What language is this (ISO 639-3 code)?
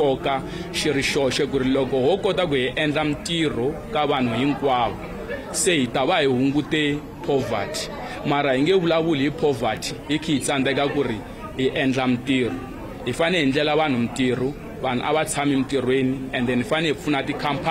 tso